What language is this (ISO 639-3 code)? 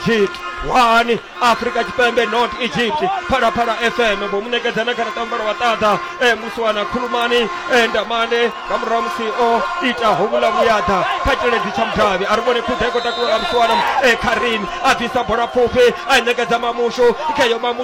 ven